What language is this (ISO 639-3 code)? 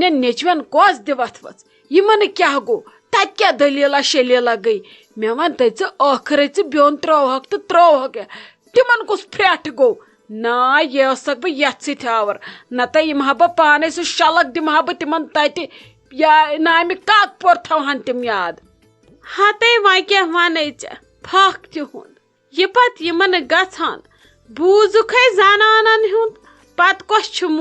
kas